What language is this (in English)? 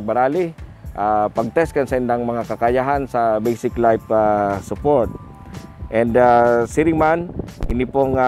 Bikol